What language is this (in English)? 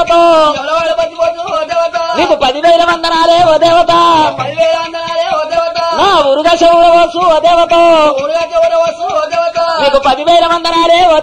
Telugu